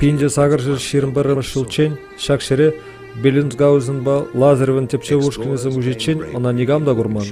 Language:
Chuvash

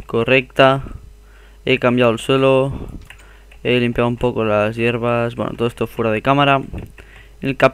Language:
Spanish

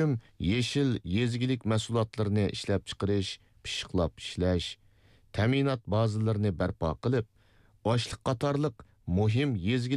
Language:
Uyghur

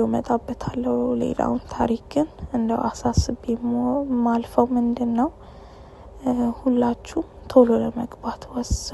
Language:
Amharic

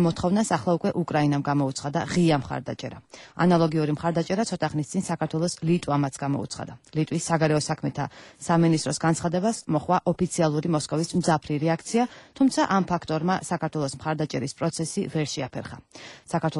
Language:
Georgian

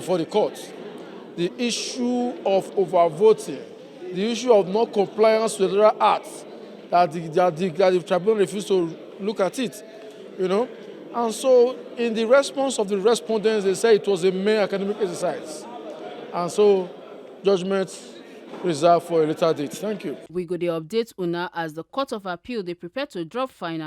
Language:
Nigerian Pidgin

